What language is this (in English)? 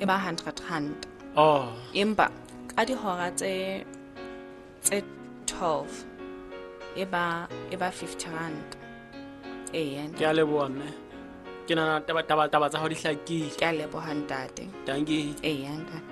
Southern Sotho